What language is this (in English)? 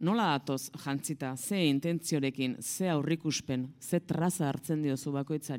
Basque